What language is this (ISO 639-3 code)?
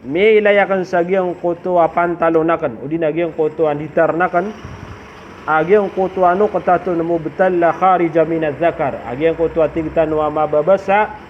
mrw